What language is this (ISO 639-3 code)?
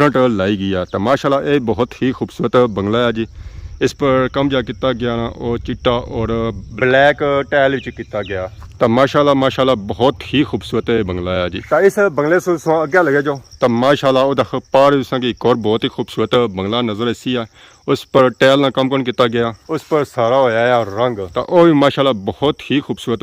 phr